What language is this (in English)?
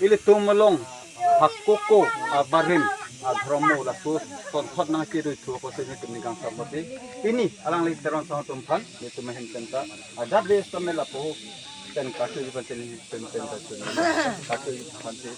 Karbi